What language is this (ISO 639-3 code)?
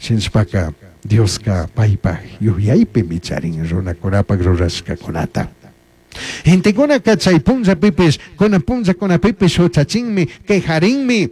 qug